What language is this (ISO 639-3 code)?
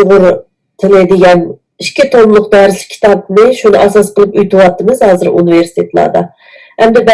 uig